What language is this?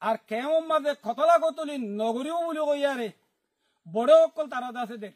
Rohingya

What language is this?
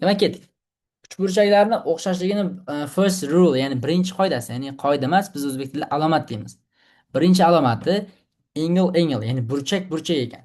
Uzbek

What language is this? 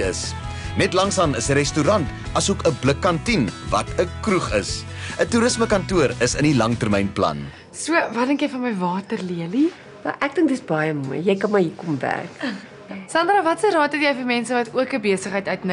Afrikaans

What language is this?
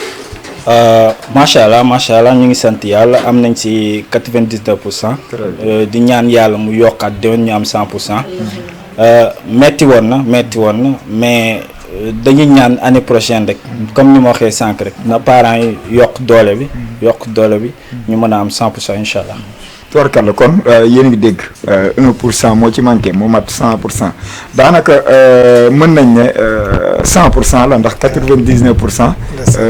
Wolof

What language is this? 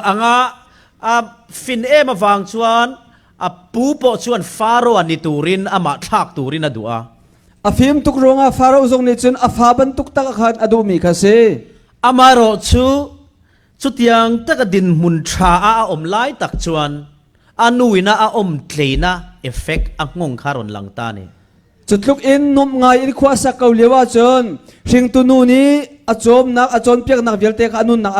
Falam Chin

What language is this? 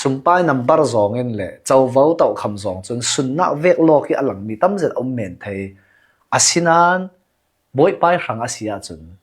Hakha Chin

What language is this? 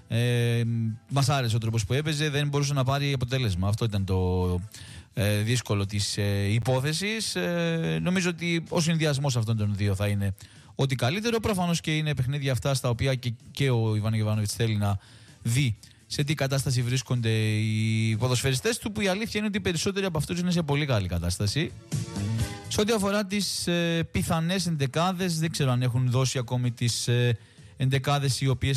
Greek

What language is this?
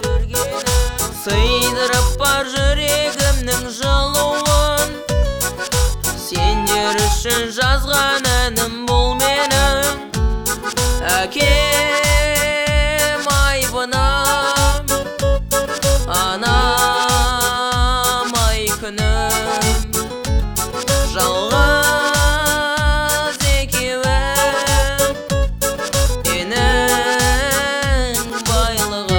Kazakh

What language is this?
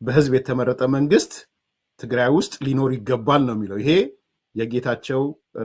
Amharic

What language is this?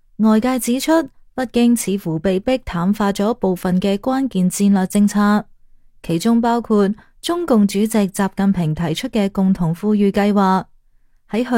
Cantonese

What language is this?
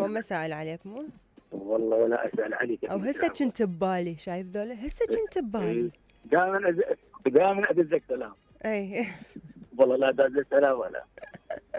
Mesopotamian Arabic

